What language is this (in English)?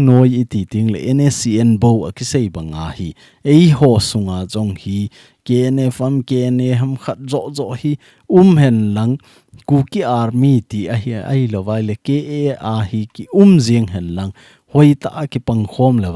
Thado Chin